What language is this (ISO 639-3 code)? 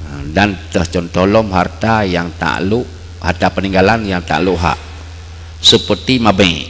ace